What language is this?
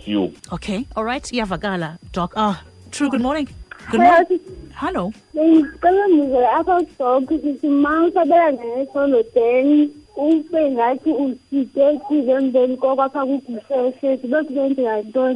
Xhosa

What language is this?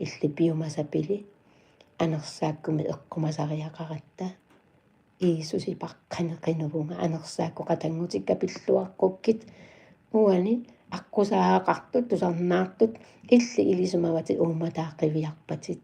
Kalaallisut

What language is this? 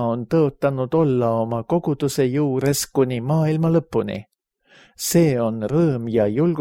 Estonian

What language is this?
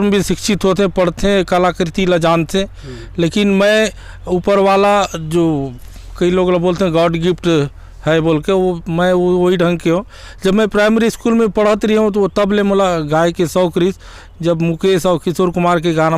Chhattisgarhi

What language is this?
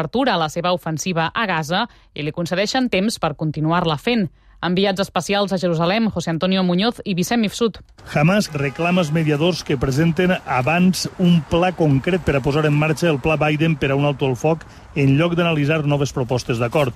Catalan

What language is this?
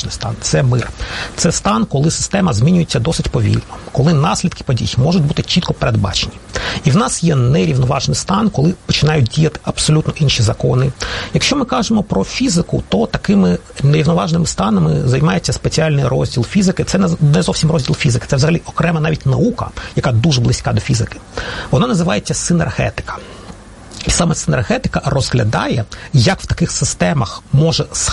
Ukrainian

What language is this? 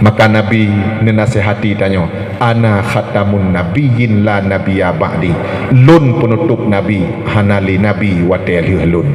Achinese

